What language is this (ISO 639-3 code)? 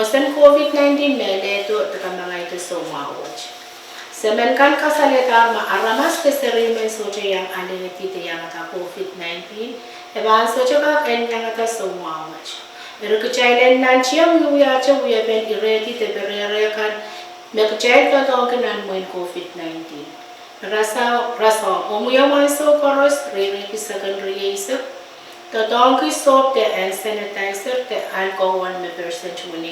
pon